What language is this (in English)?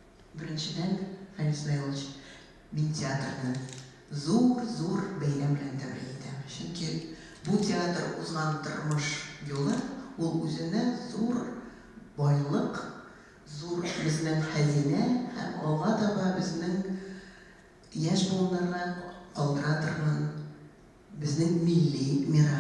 Tatar